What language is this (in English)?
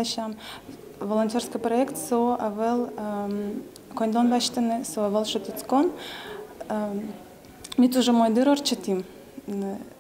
Udmurt